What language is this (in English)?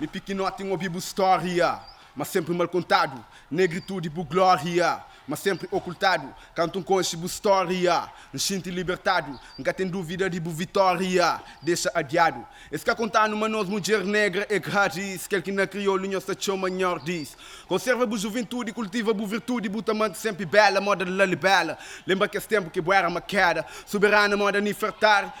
Kabuverdianu